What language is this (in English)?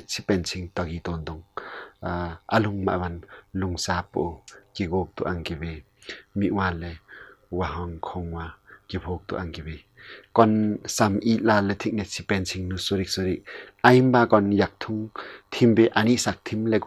Limbu